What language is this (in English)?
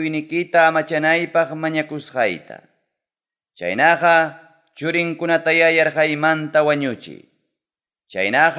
Ayacucho Quechua